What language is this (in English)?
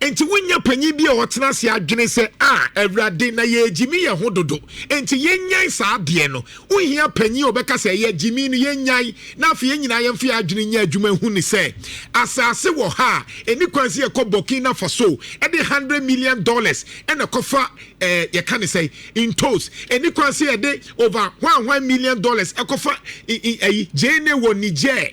Akan